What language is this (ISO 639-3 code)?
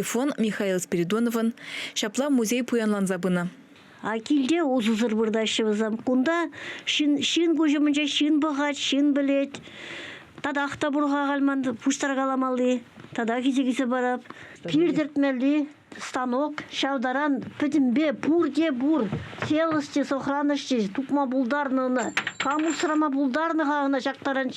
chv